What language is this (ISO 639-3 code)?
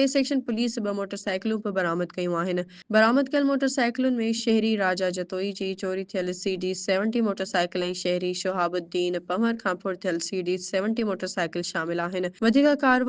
snd